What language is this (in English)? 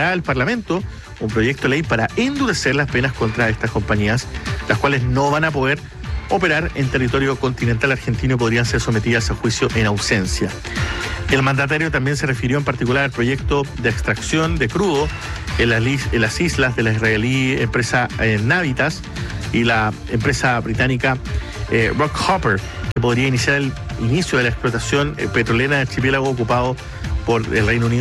Spanish